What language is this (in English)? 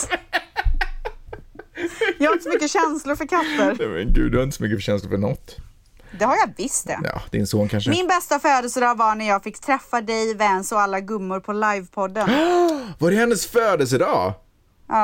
Swedish